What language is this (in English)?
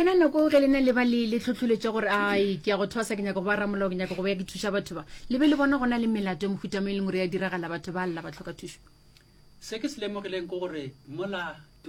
Northern Sotho